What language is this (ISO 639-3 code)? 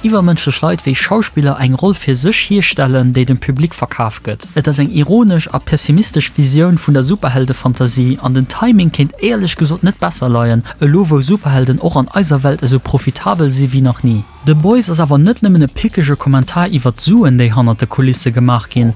ltz